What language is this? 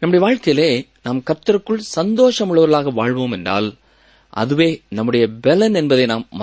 Tamil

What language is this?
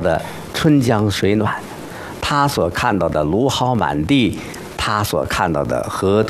Chinese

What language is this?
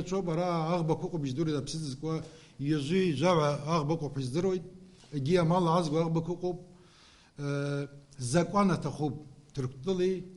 Abkhazian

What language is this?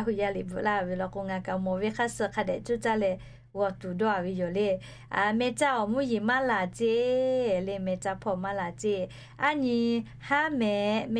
Lahu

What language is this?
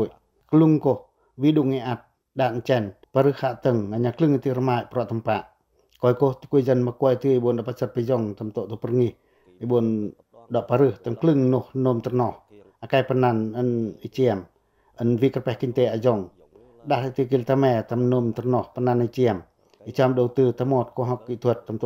Pacoh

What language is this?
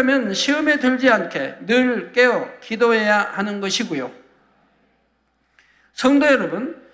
Korean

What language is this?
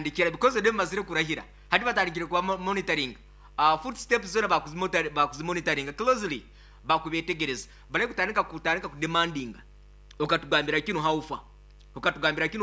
Nyoro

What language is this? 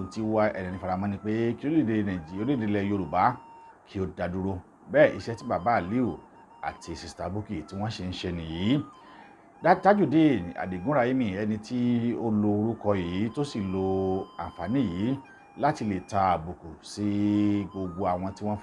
Yoruba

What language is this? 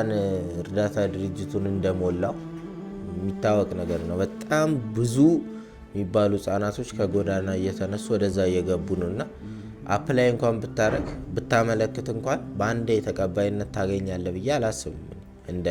Amharic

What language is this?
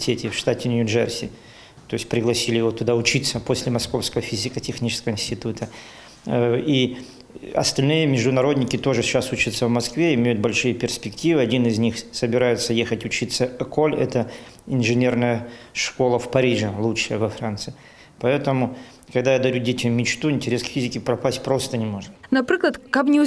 Russian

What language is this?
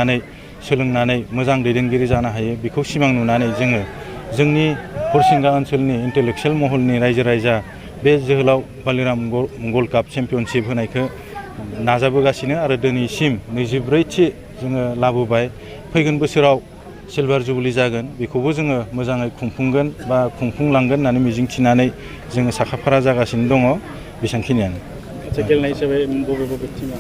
Bodo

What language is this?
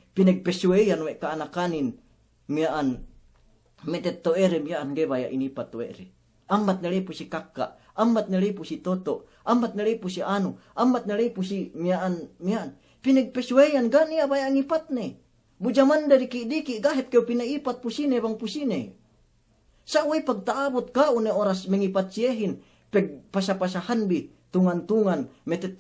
Yakan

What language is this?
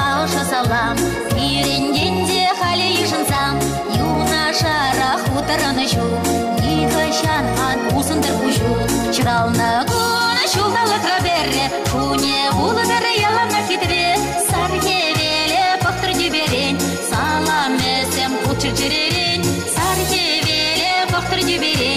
Chuvash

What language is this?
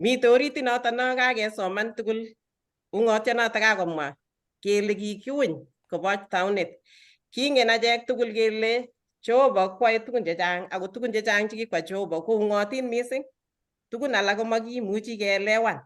Kalenjin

